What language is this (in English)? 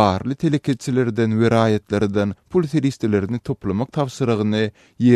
Turkmen